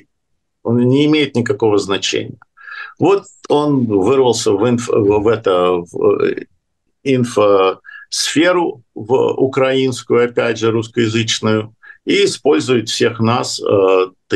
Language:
Russian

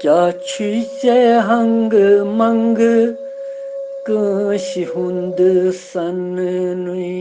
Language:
Kashmiri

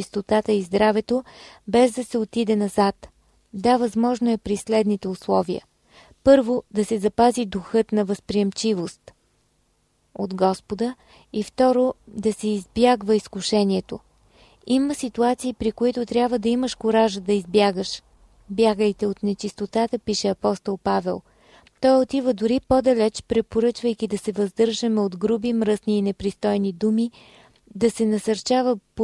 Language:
Bulgarian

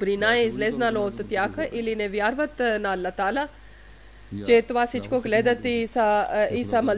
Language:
Bulgarian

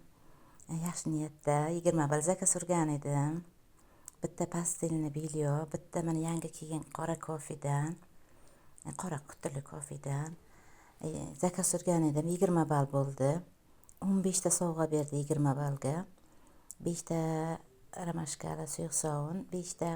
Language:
Uzbek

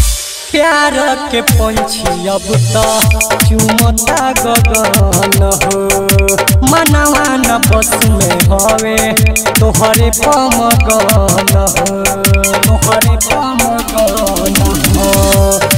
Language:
Bhojpuri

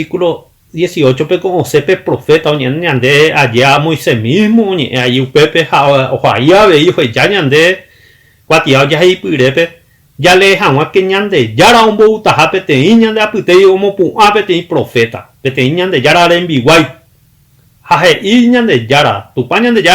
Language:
Guarani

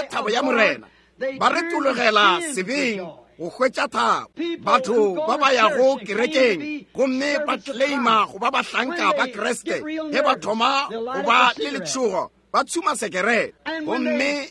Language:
Northern Sotho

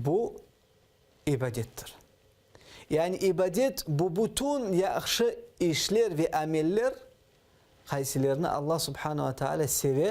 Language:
Crimean Tatar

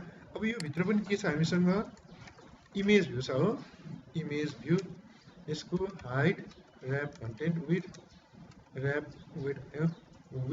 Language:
Nepali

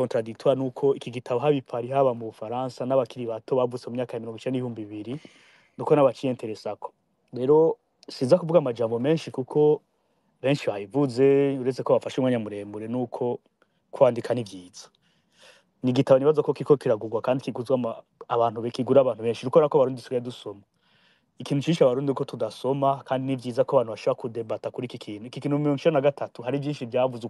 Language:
Rundi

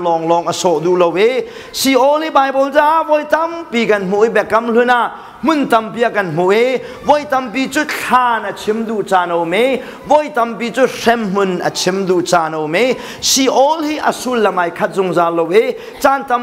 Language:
Hakha Chin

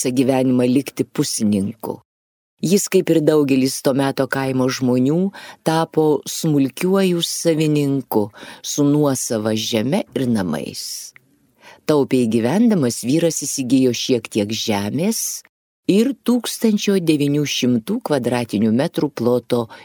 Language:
Lithuanian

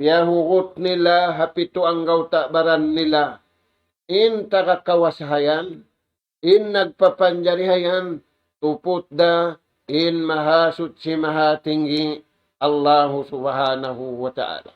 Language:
Tausug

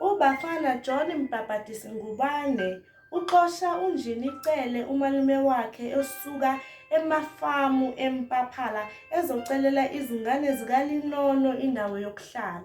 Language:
Zulu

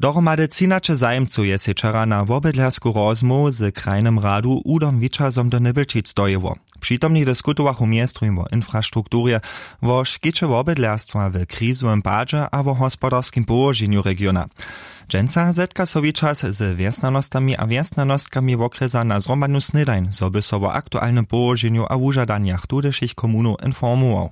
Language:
Upper Sorbian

